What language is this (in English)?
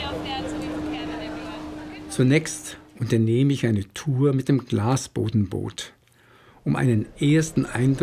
German